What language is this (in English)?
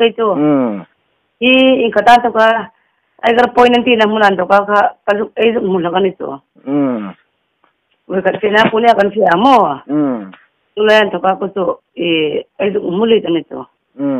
Hmar